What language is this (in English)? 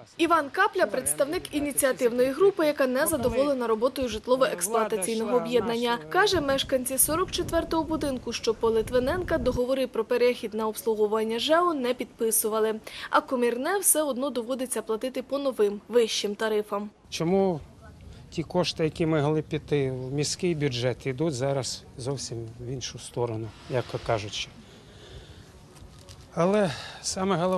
Ukrainian